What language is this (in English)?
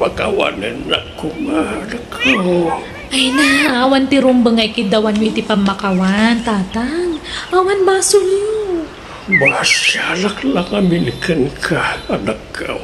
Iloko